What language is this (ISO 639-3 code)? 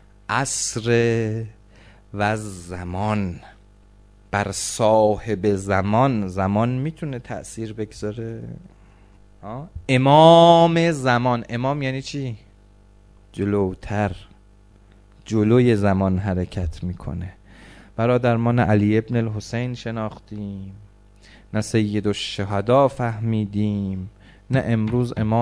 fas